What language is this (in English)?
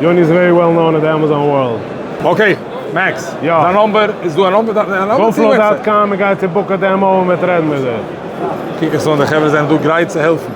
Yiddish